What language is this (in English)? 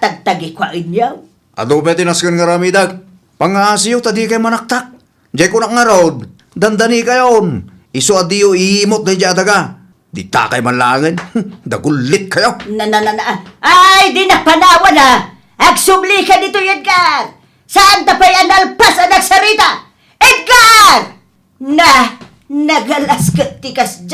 Iloko